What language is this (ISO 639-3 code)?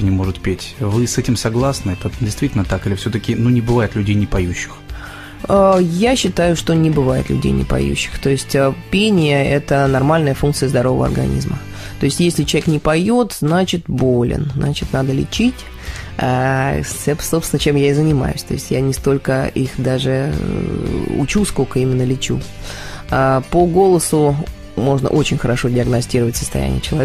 rus